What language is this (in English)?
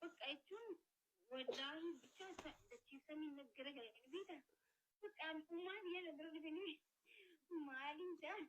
Oromo